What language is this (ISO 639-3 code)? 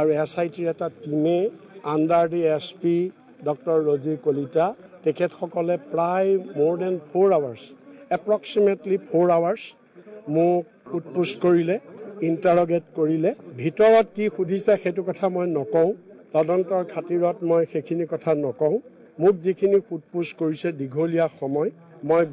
asm